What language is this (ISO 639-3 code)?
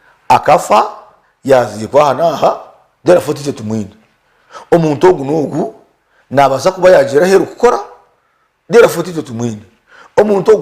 nyn